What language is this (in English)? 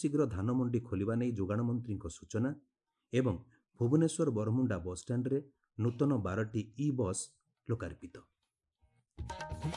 Odia